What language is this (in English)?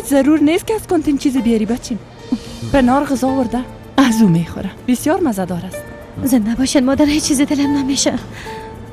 Persian